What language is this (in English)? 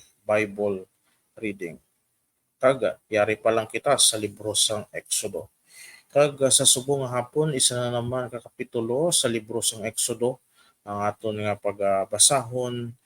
Hiligaynon